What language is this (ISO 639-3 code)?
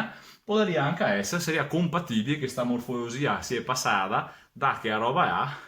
vec